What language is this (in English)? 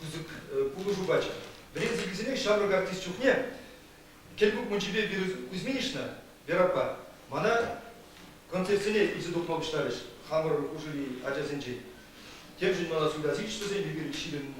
Chuvash